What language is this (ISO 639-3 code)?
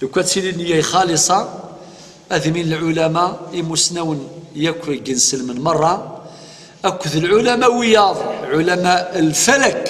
kab